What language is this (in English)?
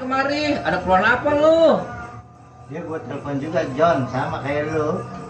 Betawi